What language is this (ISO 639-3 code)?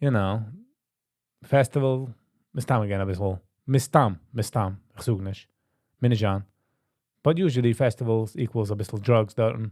yid